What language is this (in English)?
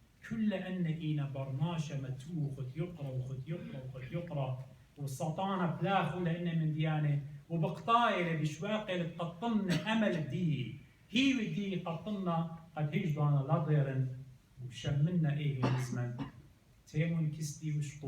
Assyrian Neo-Aramaic